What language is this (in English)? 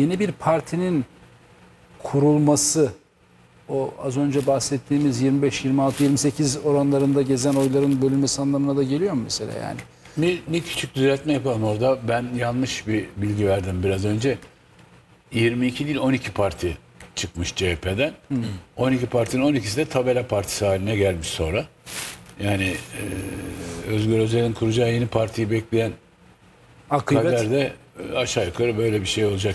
Turkish